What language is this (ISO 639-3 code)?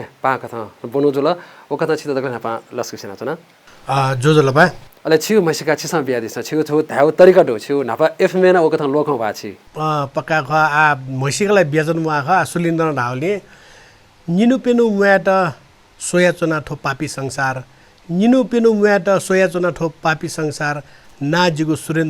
new